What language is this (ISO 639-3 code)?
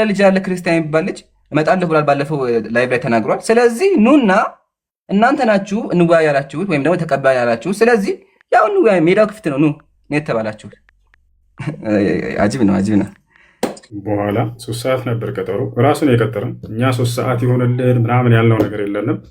amh